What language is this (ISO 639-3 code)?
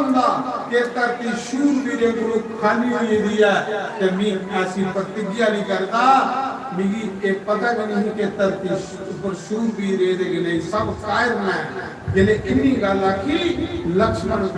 doi